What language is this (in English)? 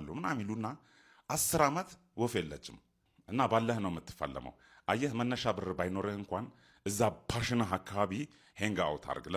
Amharic